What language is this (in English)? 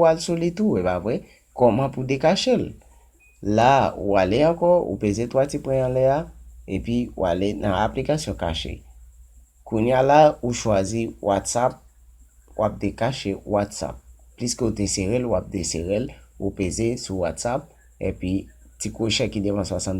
Haitian Creole